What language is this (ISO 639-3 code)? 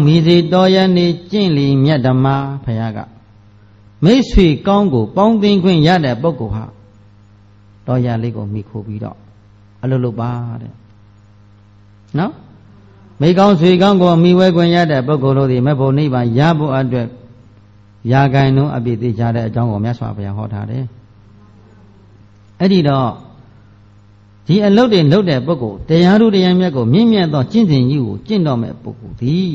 mya